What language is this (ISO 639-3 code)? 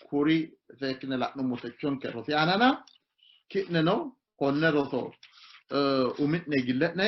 sid